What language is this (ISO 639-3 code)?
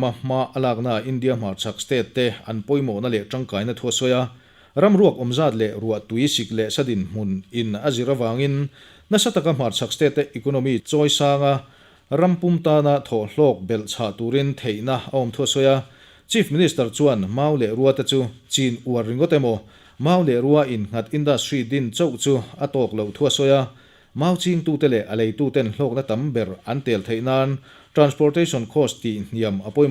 lus